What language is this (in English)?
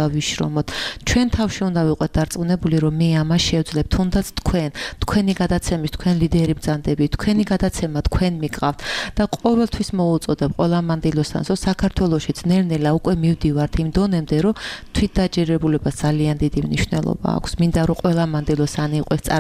Georgian